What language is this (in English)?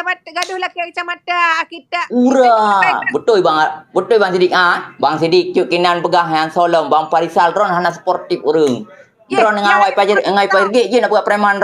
Achinese